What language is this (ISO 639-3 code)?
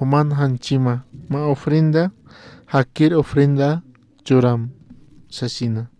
aym